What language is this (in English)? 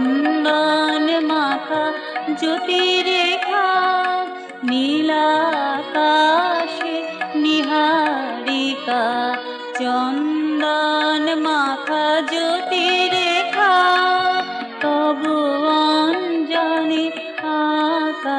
Bangla